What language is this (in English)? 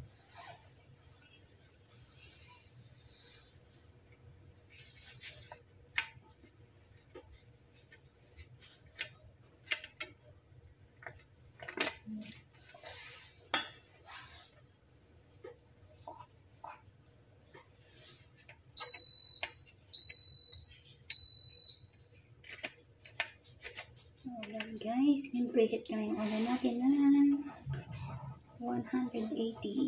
Filipino